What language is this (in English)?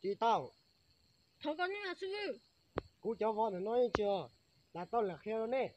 Hmong